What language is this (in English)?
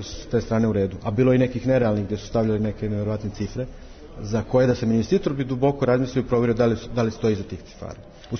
Serbian